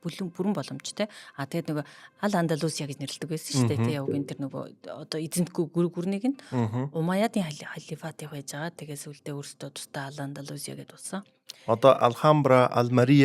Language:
Mongolian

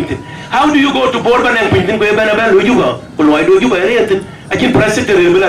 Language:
Dinka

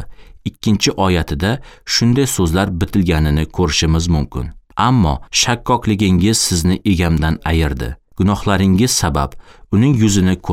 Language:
Uzbek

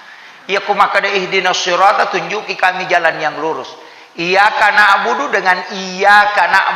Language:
Buginese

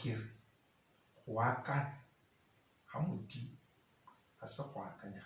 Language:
Tswana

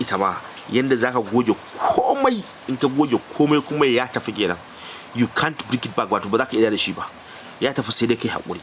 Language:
Hausa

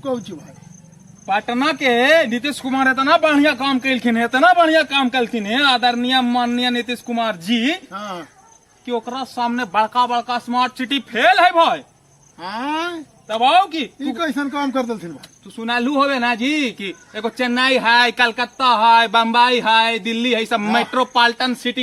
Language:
Magahi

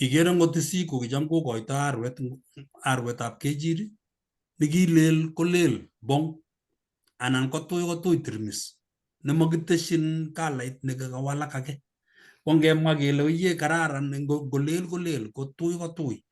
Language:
Kalenjin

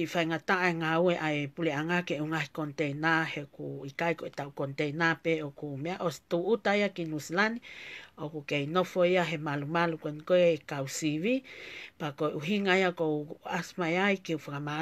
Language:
Tongan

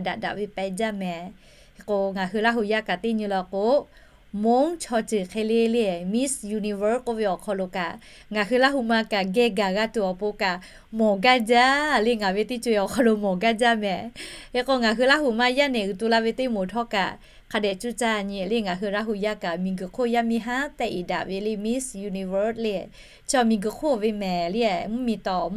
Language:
Lahu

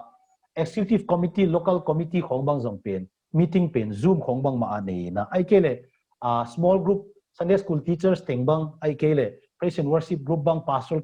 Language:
Tedim Chin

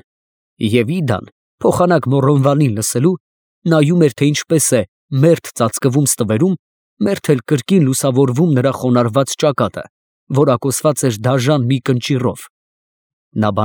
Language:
Armenian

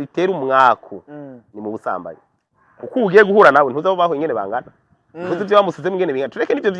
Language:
Rundi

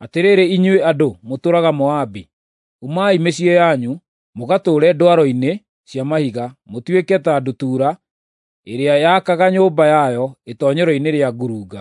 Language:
Kikuyu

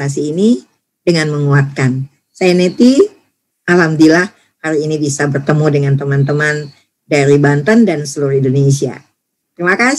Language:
Indonesian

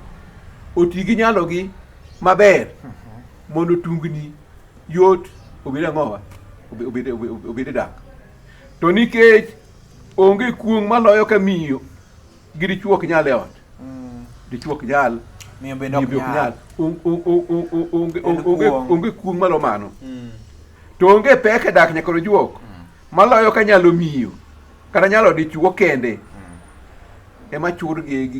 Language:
Luo (Kenya and Tanzania)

